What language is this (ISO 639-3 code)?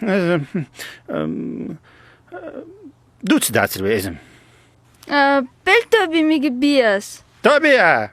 inh